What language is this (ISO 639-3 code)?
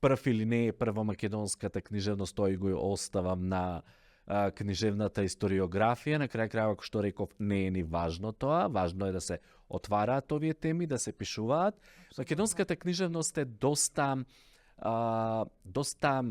mkd